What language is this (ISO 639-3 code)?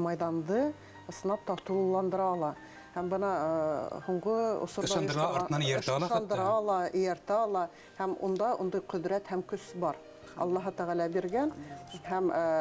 bak